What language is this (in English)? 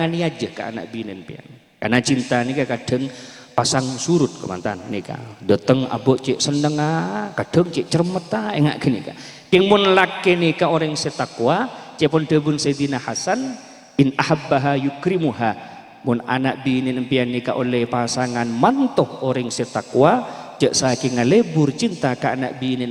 Madurese